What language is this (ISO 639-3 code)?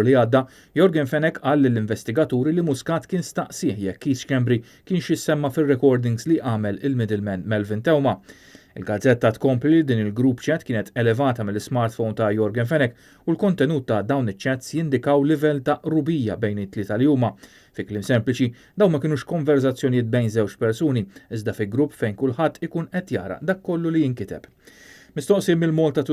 mlt